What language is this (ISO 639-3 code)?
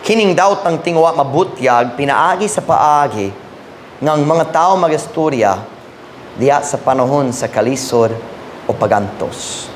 ceb